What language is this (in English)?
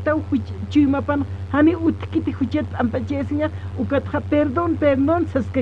Aymara